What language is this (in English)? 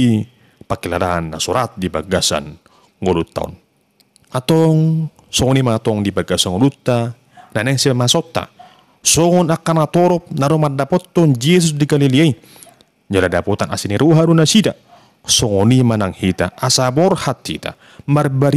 Batak Toba